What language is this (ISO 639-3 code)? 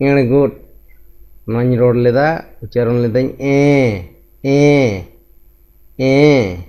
sat